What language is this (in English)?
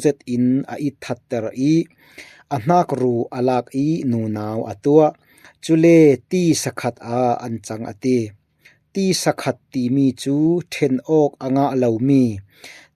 Falam Chin